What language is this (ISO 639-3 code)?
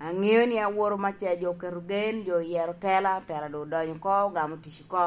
laj